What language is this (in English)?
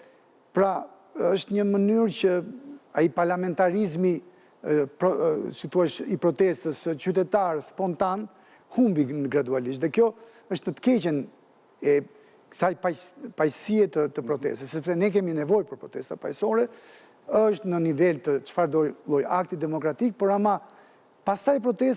Albanian